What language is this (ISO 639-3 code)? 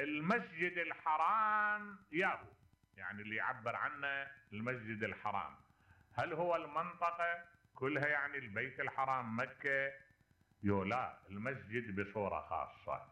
acm